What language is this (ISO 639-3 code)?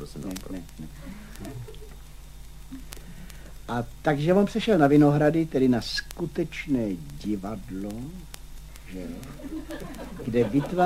ces